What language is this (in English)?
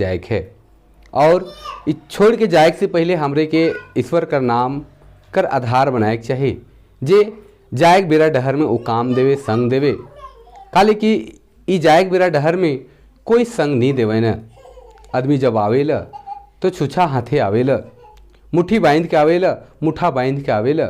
Sadri